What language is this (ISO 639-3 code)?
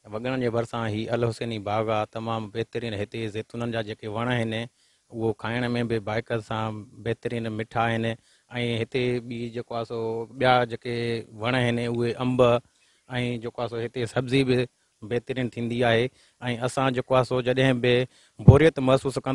snd